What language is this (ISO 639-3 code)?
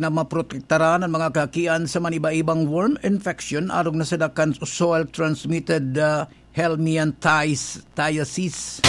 bik